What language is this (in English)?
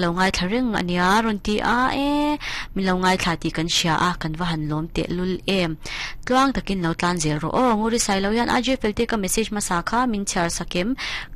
Mizo